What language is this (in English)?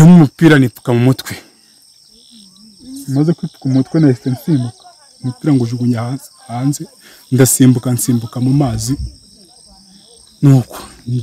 Kinyarwanda